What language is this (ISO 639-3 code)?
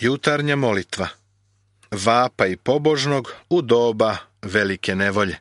srp